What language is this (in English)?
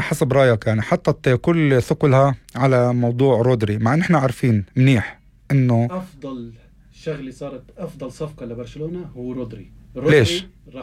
North Levantine Arabic